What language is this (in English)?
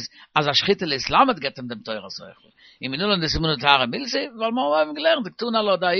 Yiddish